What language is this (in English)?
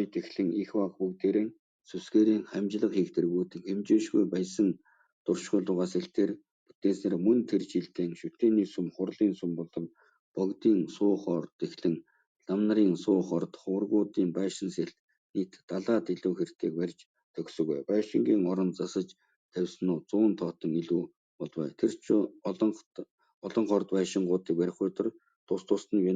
Mongolian